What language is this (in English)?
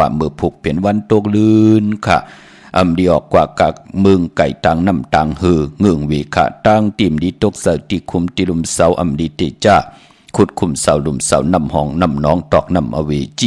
Shan